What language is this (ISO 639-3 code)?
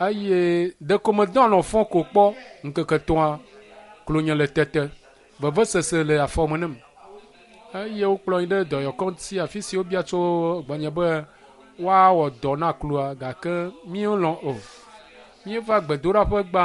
ewe